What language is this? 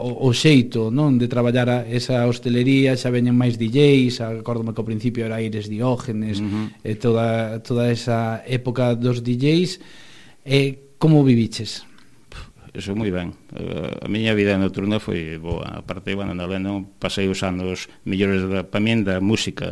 Galician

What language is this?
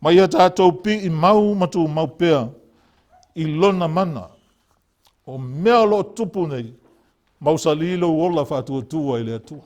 Samoan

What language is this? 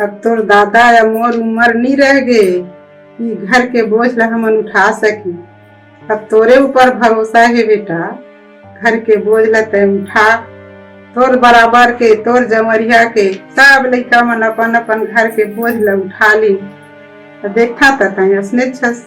Chhattisgarhi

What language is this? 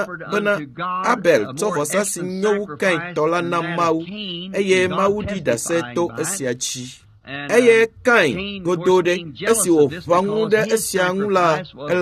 Ewe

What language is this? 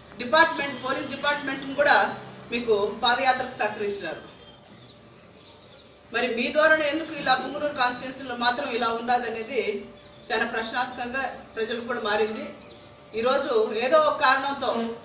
Telugu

